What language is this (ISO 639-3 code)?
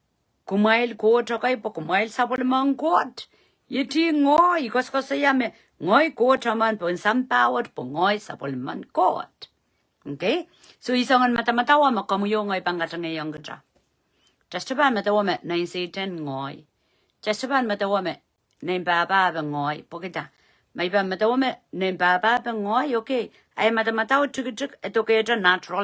pon